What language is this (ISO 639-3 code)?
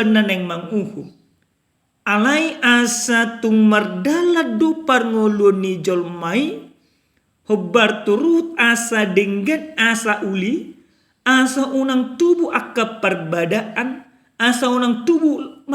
bbc